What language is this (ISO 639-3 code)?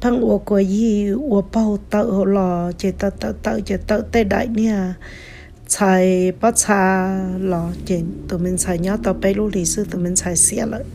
hmn